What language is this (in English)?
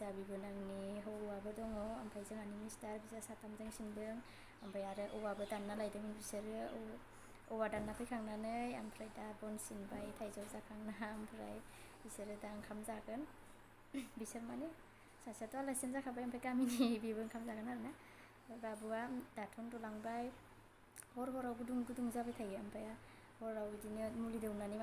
Bodo